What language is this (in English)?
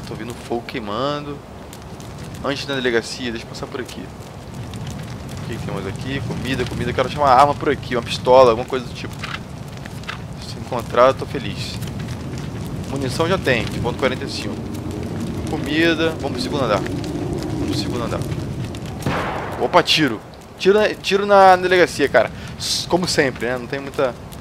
Portuguese